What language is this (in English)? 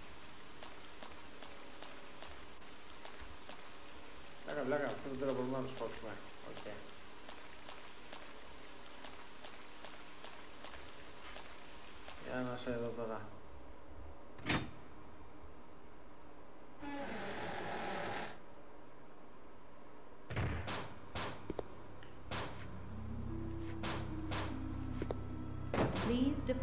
Greek